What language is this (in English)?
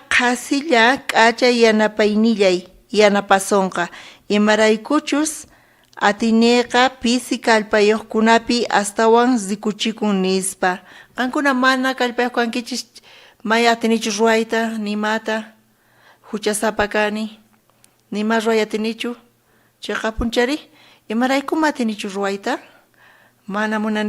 South Bolivian Quechua